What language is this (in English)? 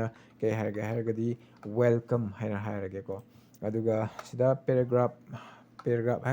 Manipuri